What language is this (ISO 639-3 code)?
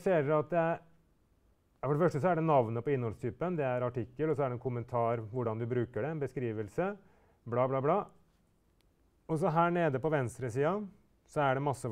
nor